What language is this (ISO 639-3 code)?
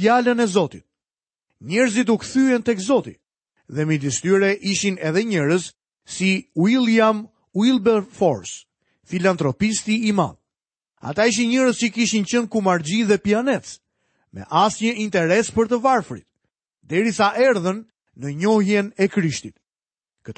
sqi